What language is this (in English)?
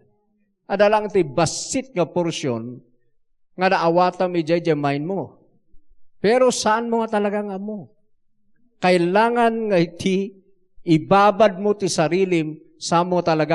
Iloko